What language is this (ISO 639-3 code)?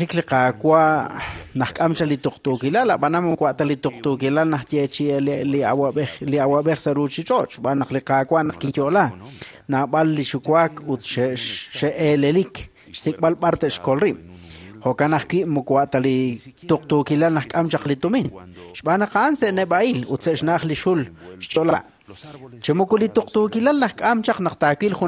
kek